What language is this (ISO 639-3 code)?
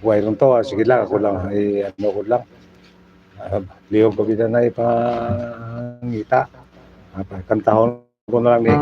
hil